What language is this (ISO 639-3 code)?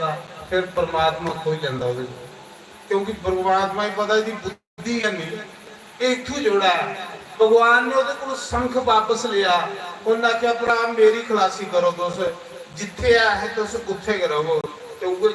doi